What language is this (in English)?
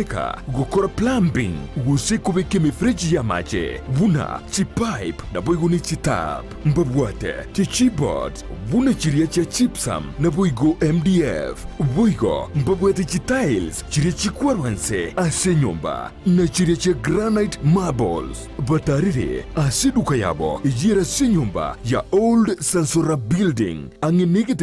Gusii